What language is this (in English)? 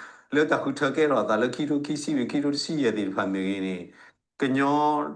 S'gaw Karen